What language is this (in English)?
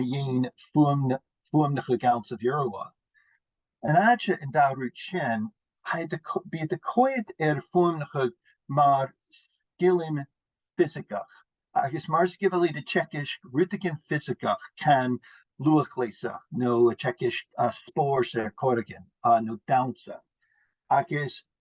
Scottish Gaelic